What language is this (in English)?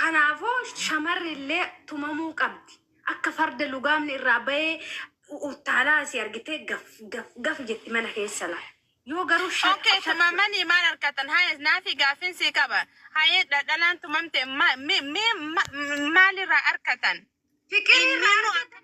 Oromo